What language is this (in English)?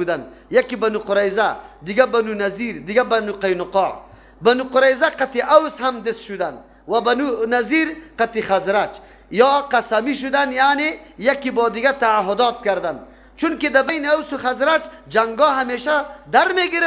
Persian